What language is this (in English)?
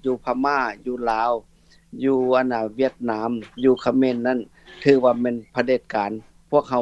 Lao